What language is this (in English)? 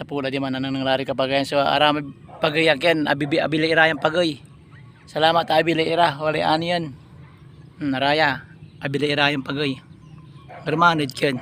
Pangasinan